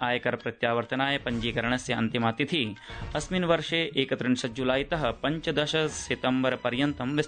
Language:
Sanskrit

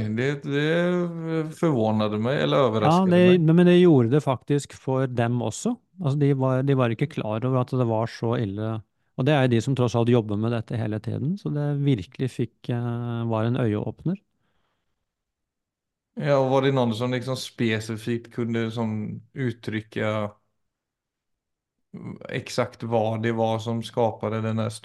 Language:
Norwegian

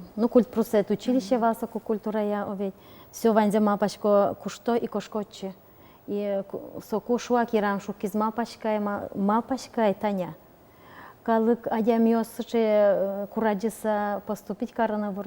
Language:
Udmurt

